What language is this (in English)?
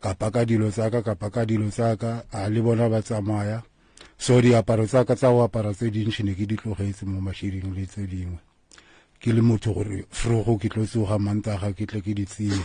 Northern Sotho